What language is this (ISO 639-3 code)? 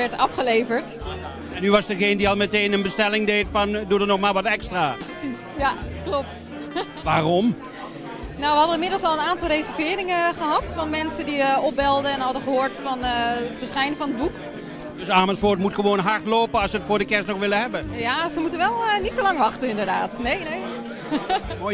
nld